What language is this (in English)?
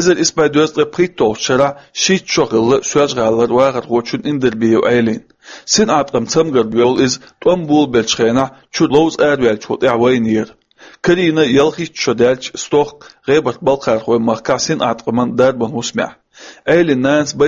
Chechen